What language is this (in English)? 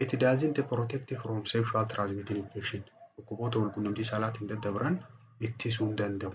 Oromo